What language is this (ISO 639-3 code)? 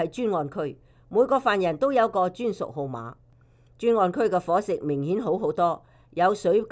yue